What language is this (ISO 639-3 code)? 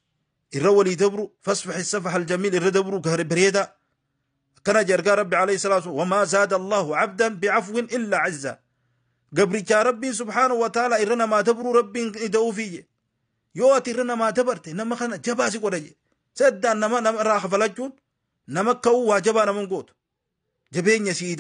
orm